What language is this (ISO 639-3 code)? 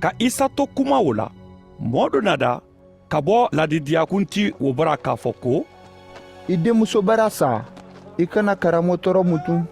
man